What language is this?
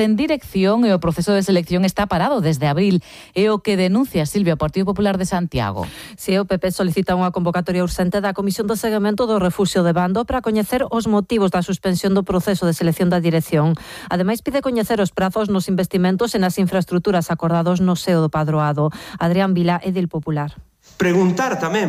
Galician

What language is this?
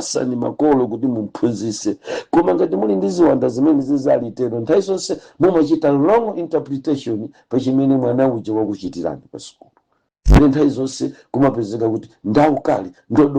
Nyanja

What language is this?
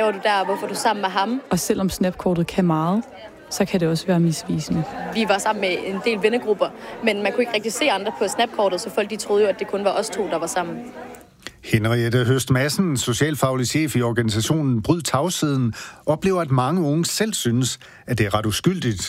Danish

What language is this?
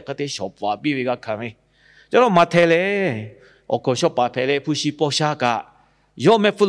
Lahu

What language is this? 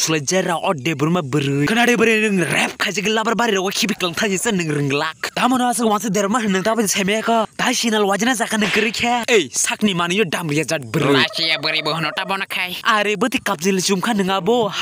Kok Borok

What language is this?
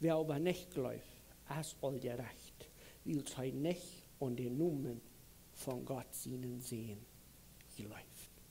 Plautdietsch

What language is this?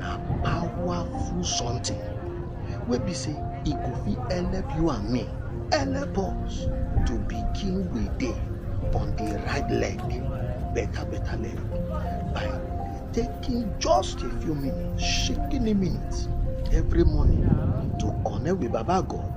Nigerian Pidgin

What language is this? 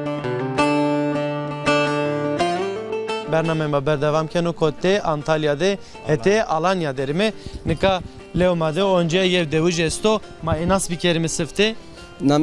Zaza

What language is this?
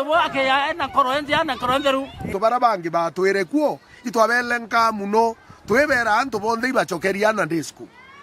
Meru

